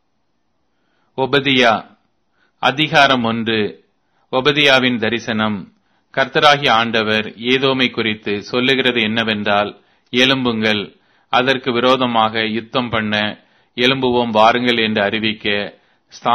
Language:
Tamil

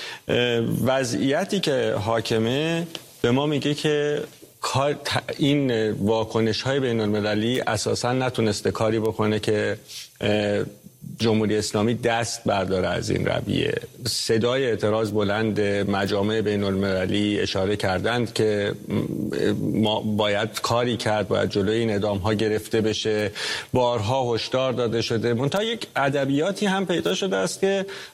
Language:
Persian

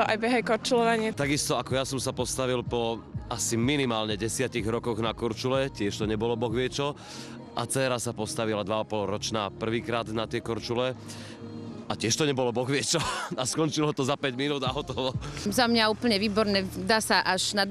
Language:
Slovak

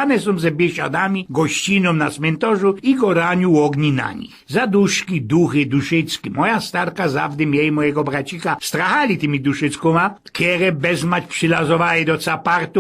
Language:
Silesian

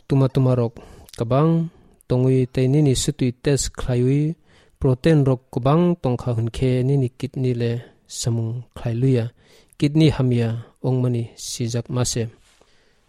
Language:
Kok Borok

